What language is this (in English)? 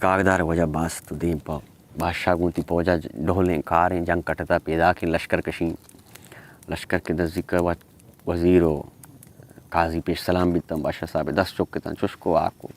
Baluchi